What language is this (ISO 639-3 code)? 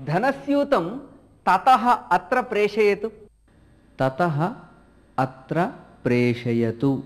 san